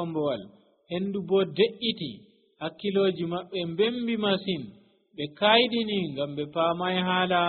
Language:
Nigerian Fulfulde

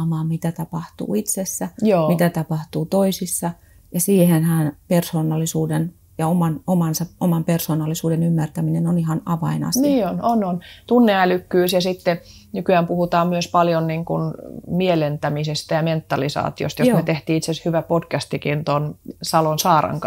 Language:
Finnish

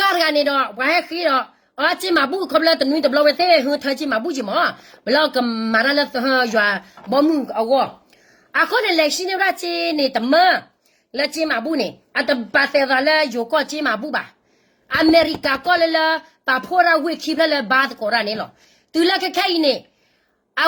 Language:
S'gaw Karen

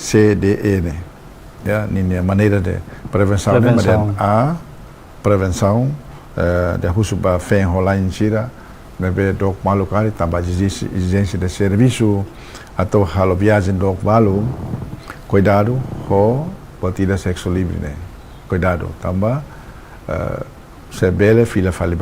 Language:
Tetum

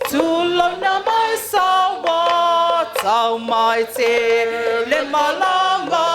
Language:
Samoan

